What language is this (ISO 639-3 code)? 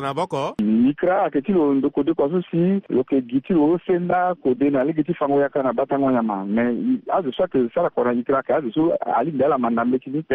sag